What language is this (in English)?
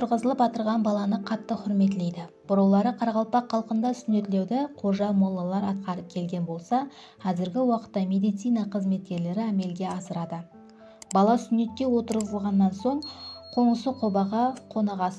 Kara-Kalpak